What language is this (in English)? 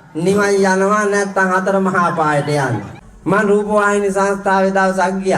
Sinhala